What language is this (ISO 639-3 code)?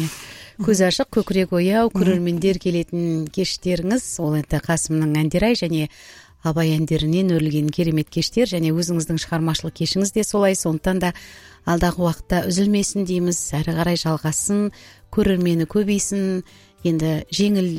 kaz